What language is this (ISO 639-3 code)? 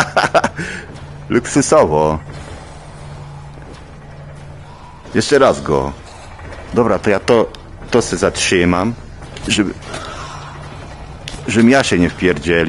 pol